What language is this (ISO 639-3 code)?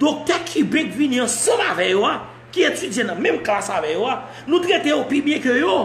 hat